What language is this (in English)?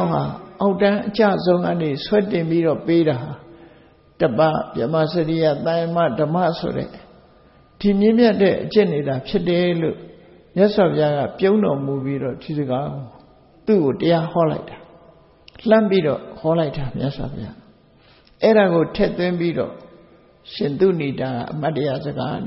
Burmese